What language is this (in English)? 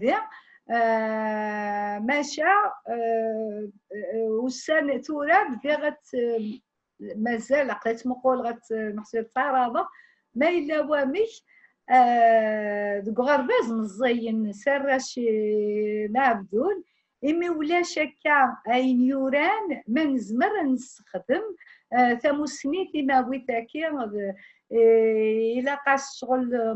Kabyle